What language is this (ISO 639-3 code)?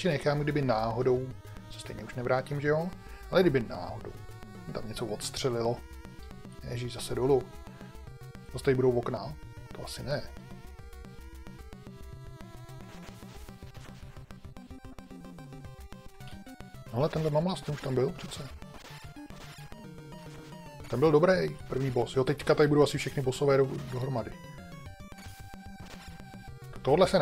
ces